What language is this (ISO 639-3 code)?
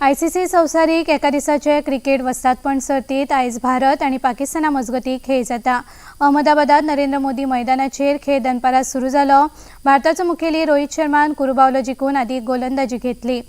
kok